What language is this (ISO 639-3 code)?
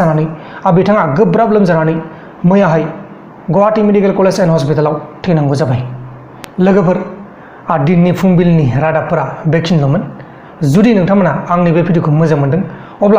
brx